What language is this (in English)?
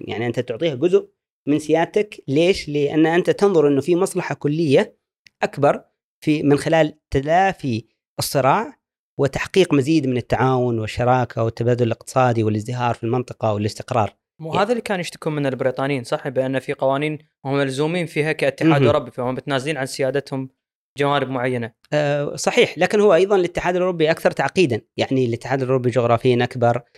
Gulf Arabic